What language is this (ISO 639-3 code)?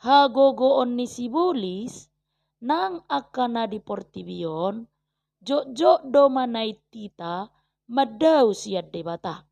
bbc